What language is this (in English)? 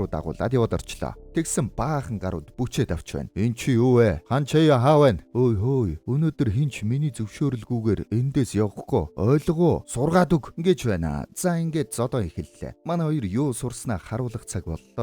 Mongolian